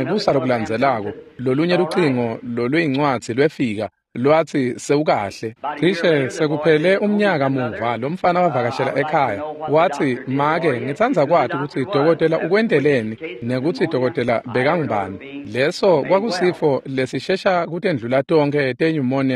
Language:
Swati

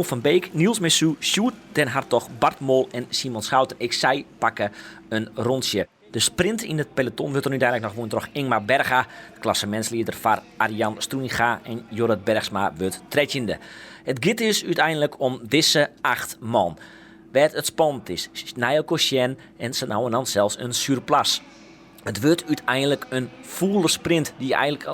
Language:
Western Frisian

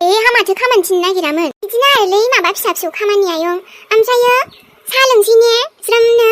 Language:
Bodo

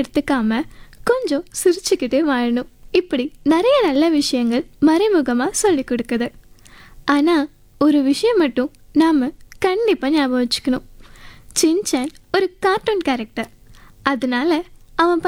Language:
Tamil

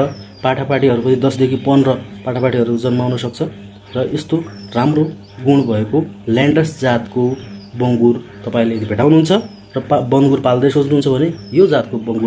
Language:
Nepali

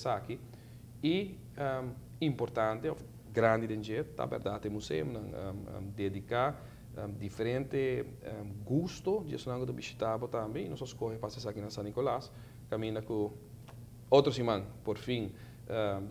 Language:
Papiamento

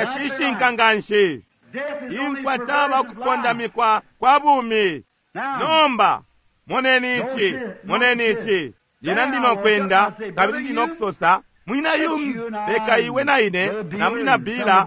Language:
Bemba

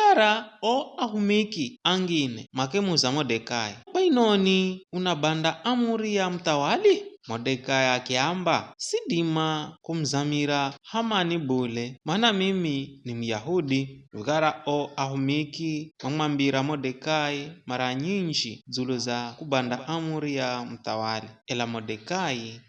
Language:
Giryama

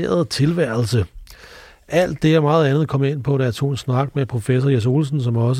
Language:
Danish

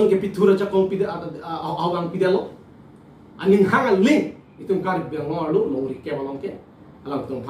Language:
Karbi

